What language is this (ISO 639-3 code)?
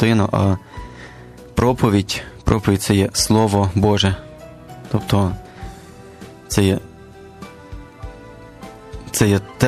ukr